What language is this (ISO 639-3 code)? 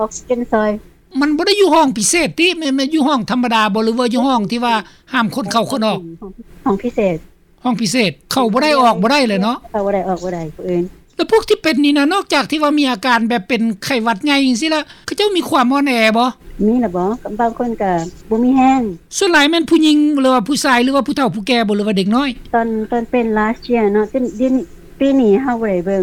lao